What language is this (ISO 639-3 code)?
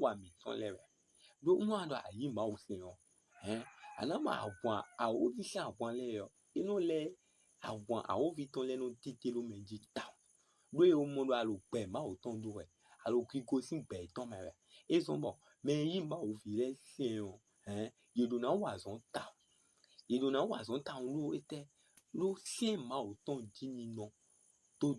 fon